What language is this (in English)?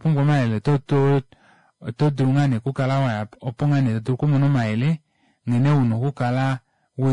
Kuanyama